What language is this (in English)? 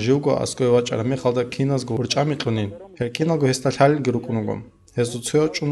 Avaric